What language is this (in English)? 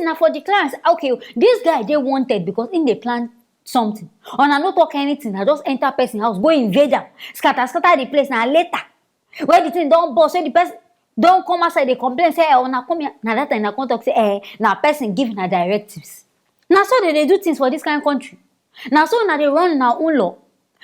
Nigerian Pidgin